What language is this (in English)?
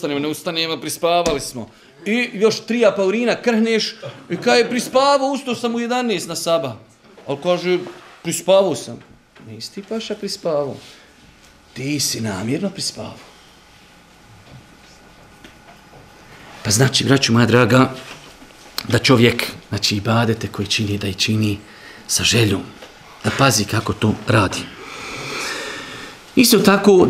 Bosnian